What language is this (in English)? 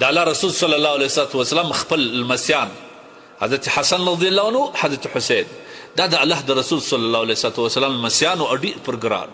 Pashto